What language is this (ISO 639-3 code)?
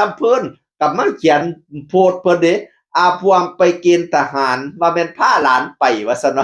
tts